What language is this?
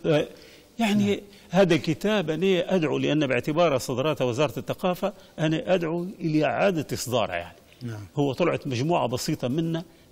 Libyan Arabic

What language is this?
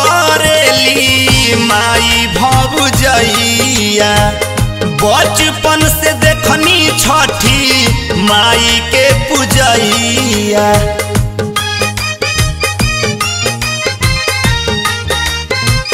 Bhojpuri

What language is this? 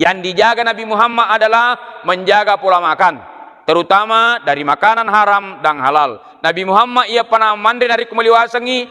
Buginese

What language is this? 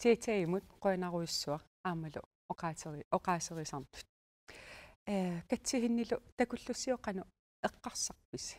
Kalaallisut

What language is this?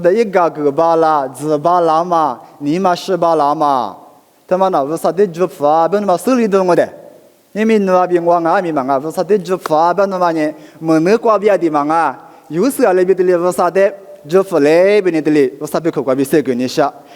Lisu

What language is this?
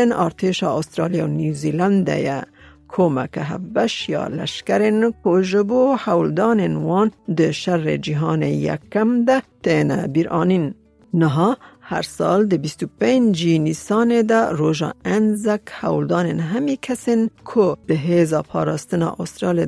Kurdish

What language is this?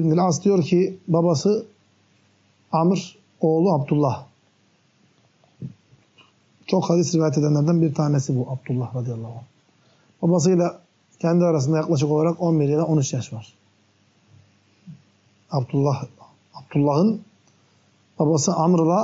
Turkish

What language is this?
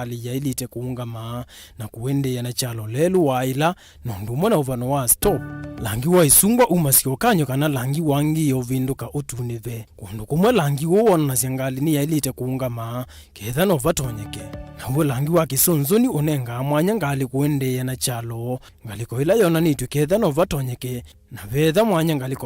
Kamba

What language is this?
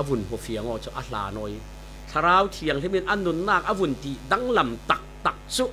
Falam Chin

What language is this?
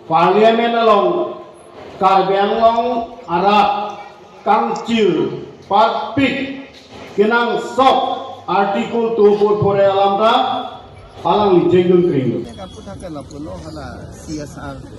Karbi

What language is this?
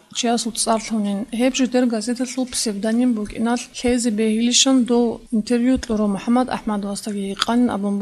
Avaric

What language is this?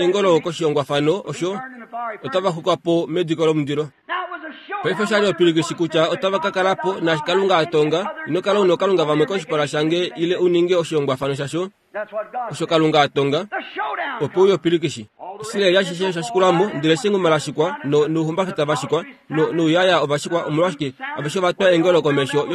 Kuanyama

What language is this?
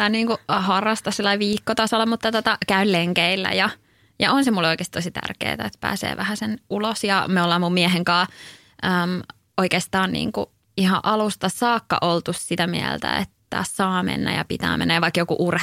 Finnish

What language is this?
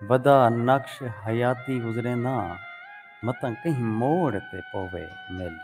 Saraiki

